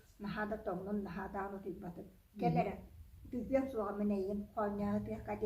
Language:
Yakut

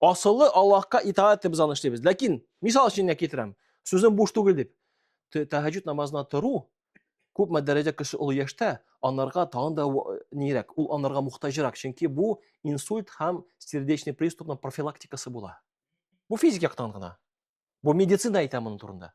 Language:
Tatar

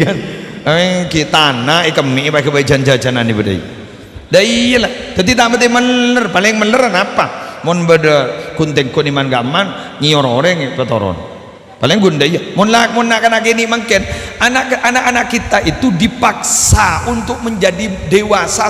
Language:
Madurese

